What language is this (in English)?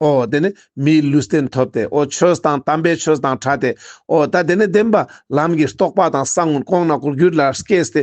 Ladakhi